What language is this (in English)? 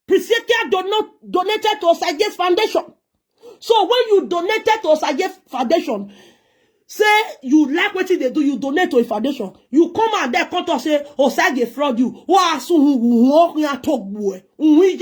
Nigerian Pidgin